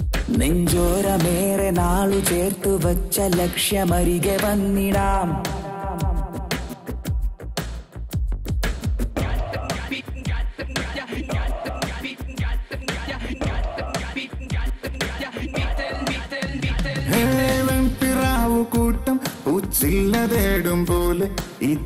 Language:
Malayalam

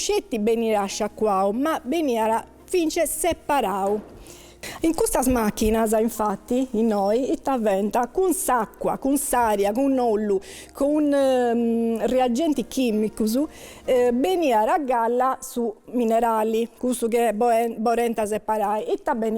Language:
Sardinian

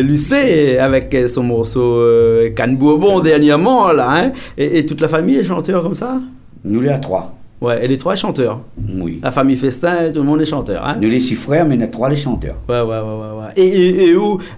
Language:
Réunion Creole French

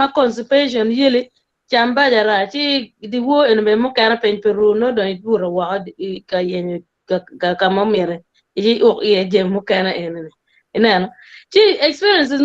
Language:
Acoli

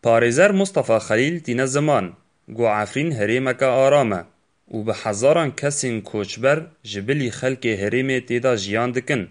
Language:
Kurdish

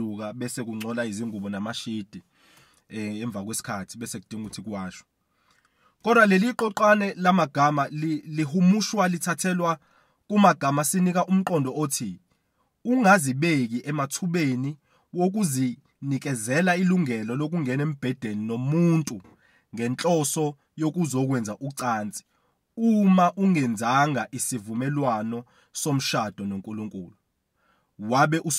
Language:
Zulu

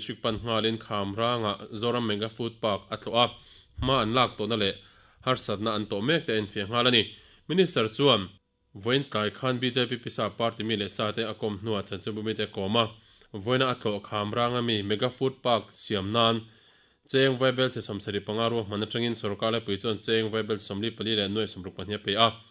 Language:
Mizo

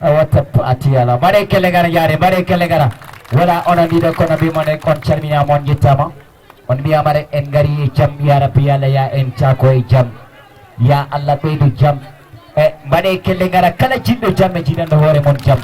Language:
Fula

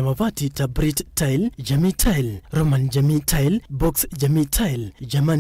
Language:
Kamba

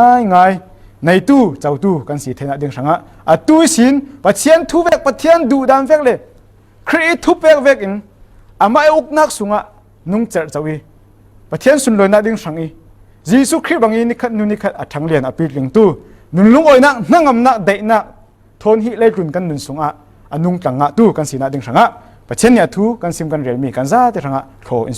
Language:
Falam Chin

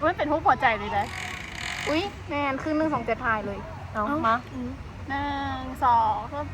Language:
Lao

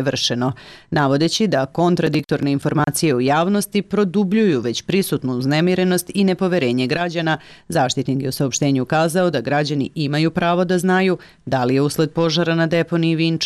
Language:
Serbian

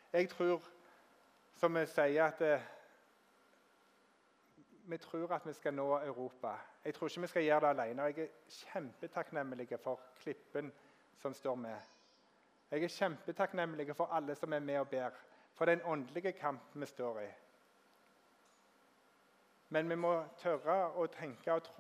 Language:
Norwegian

